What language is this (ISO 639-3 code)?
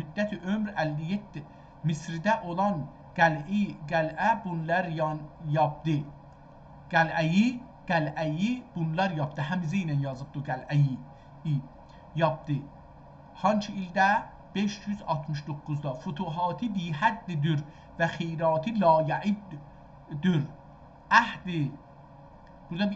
azb